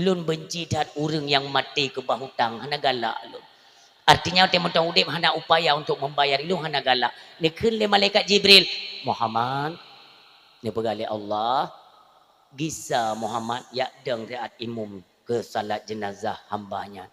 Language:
Achinese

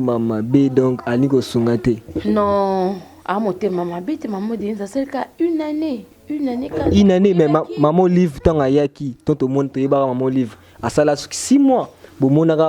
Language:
Lingala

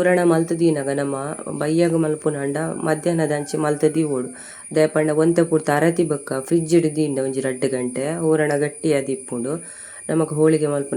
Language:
Tulu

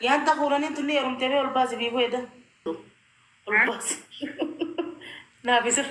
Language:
Oromo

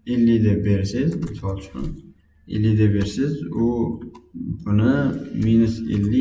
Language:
Uzbek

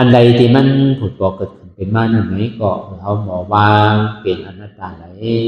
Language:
Shan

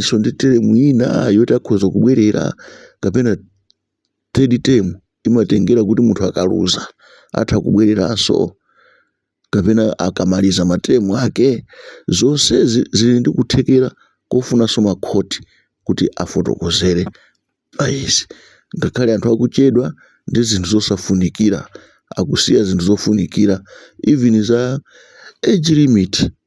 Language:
Nyanja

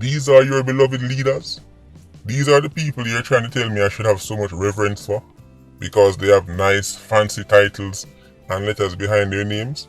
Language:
Jamaican Creole English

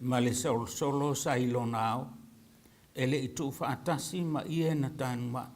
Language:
Samoan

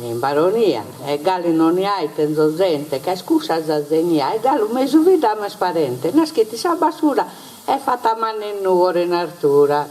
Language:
Sardinian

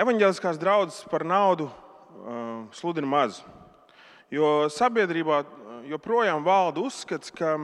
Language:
Latvian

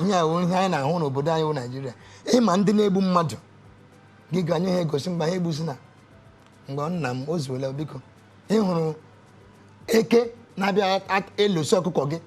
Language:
Igbo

